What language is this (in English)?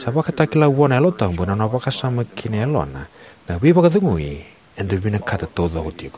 Fijian